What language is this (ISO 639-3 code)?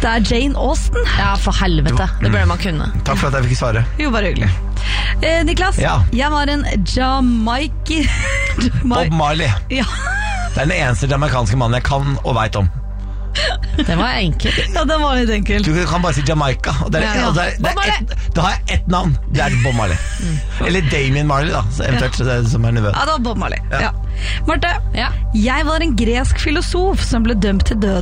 nor